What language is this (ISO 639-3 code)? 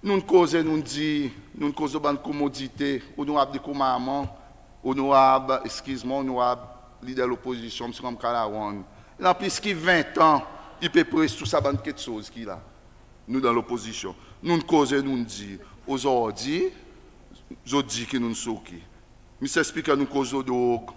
crs